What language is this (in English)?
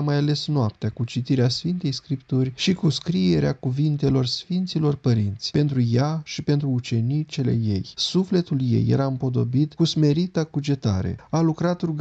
Romanian